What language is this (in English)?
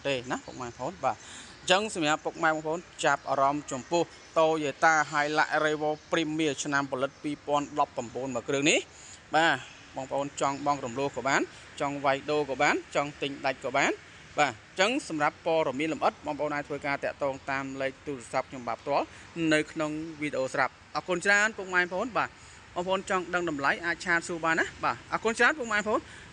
Khmer